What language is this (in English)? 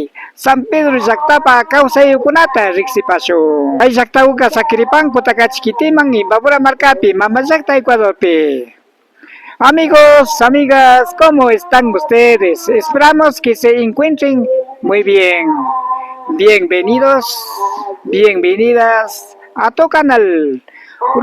Imbabura Highland Quichua